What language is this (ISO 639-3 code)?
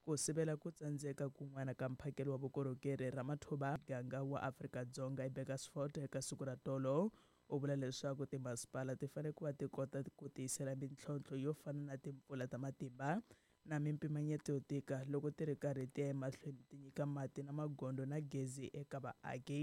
tso